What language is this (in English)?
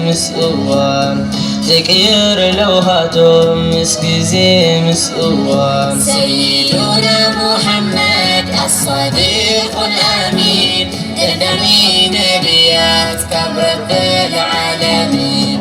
Tigrinya